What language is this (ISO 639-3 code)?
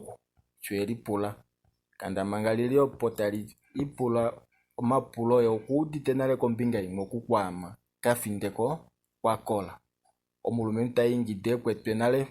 kua